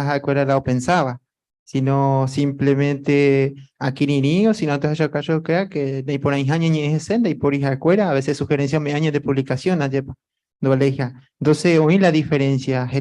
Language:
Guarani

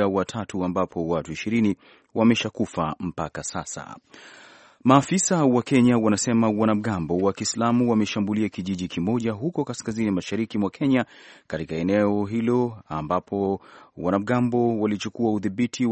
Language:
Swahili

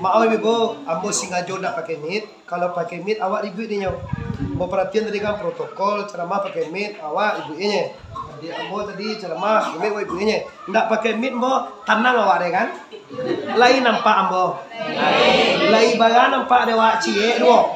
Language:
Minangkabau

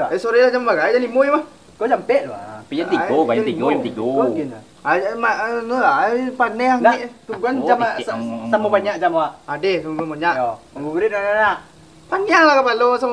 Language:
Minangkabau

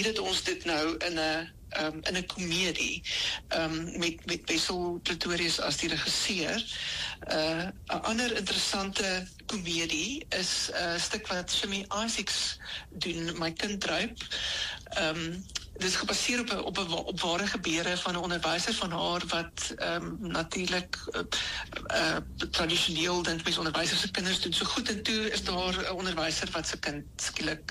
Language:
Afrikaans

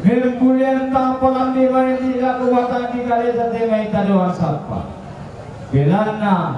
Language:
Toraja-Sa'dan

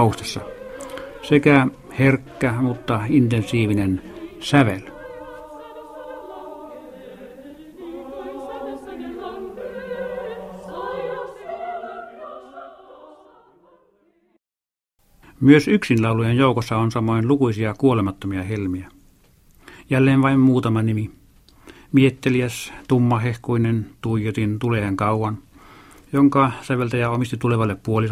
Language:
Finnish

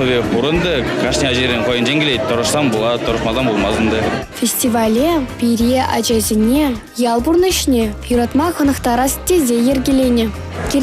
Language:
Chuvash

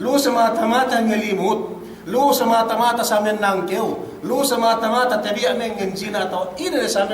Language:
Yakan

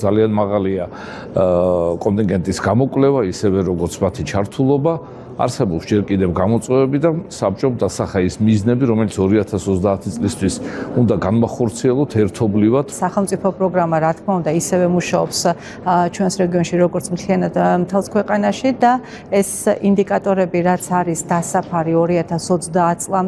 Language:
Georgian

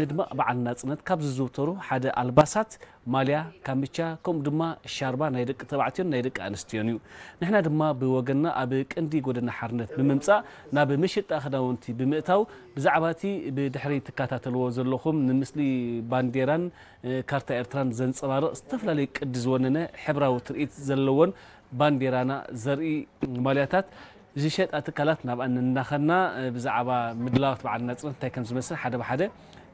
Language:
Tigrinya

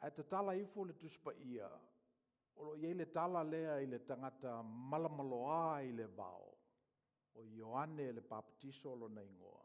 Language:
Samoan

